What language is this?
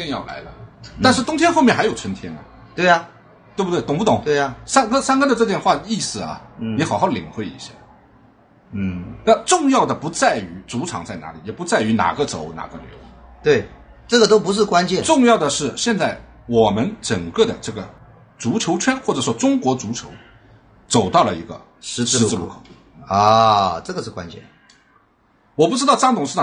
Chinese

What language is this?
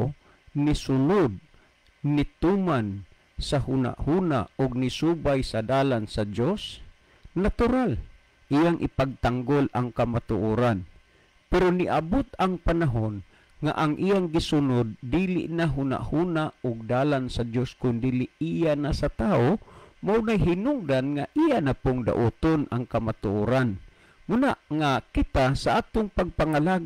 Cebuano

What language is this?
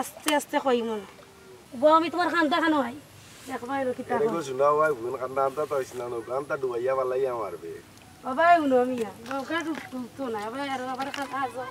Sylheti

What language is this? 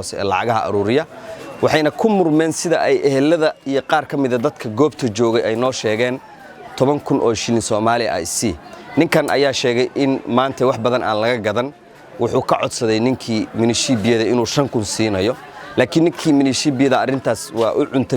Somali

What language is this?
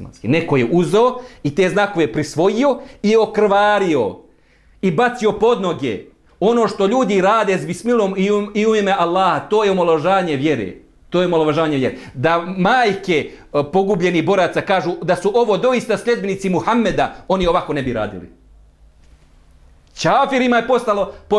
Bosnian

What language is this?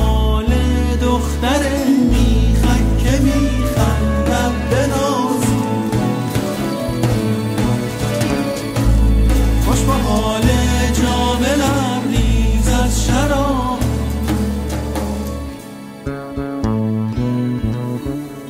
Persian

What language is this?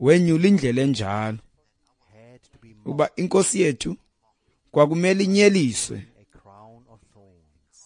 Xhosa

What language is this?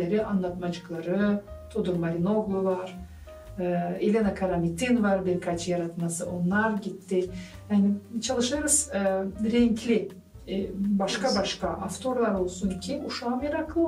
Gagauz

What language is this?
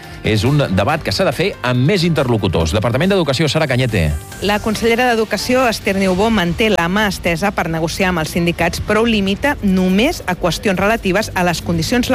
Catalan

